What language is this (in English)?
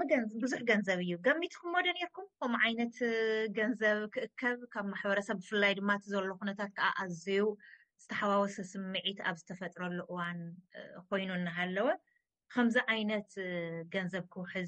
Tigrinya